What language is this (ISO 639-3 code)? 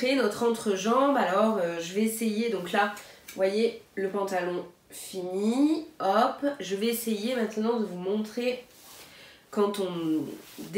fra